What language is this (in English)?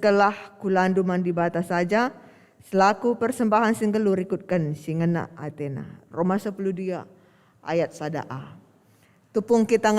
Batak Karo